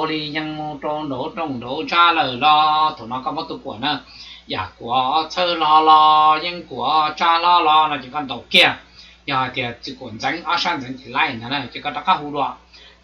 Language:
Hmong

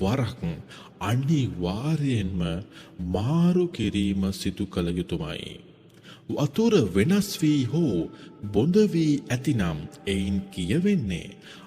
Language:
Sinhala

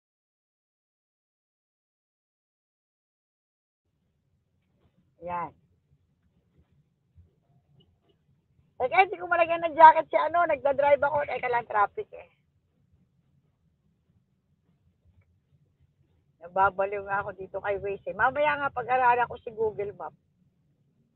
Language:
Filipino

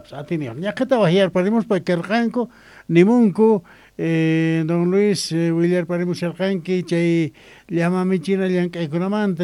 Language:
Quechua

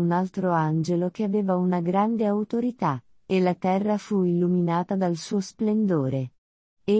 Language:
Italian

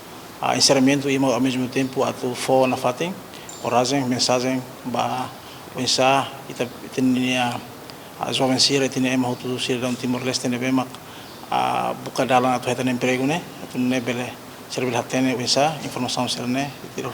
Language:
Tetum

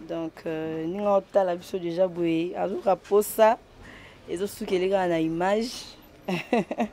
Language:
Lingala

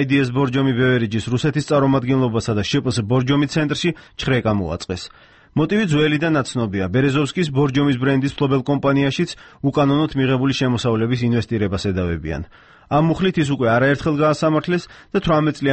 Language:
Georgian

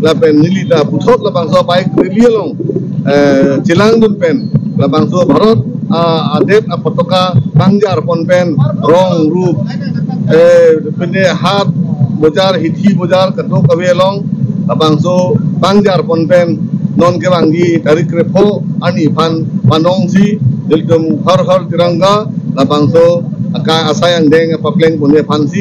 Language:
Karbi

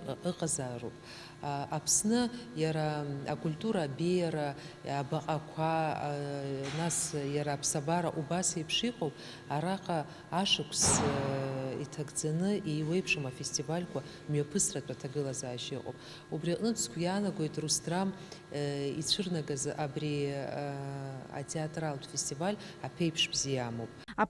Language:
Abkhazian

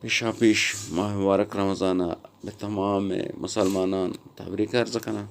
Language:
Eastern Balochi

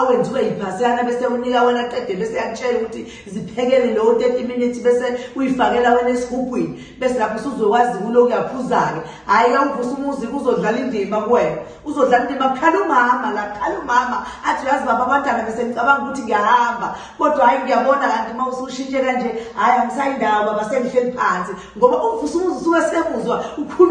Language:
Zulu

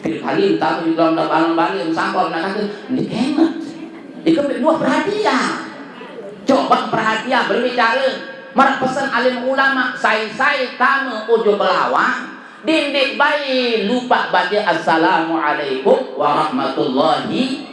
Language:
Sasak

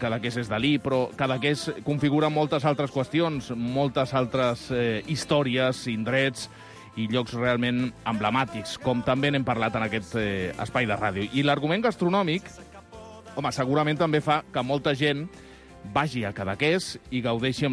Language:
Catalan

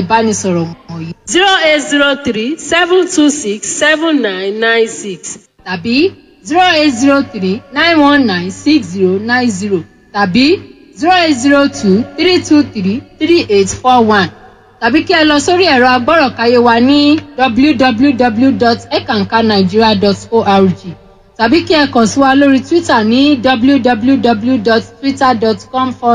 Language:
Yoruba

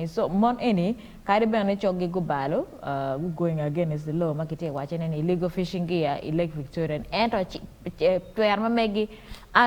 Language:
Acoli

